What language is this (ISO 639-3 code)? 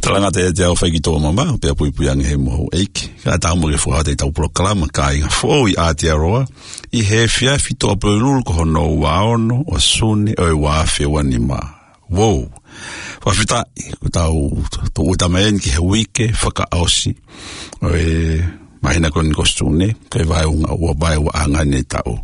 ton